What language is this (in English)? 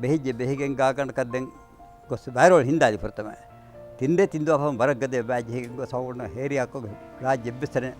Divehi